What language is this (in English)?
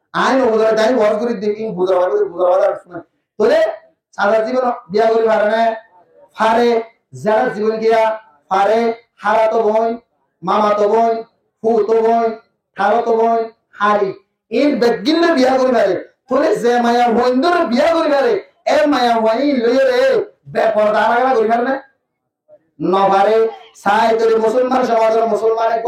Rohingya